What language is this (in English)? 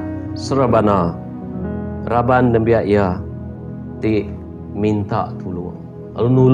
Iban